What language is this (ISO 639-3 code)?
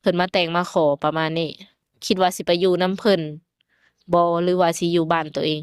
lao